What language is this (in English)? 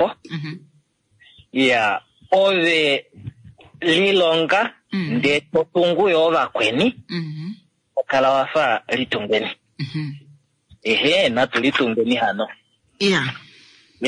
Kuanyama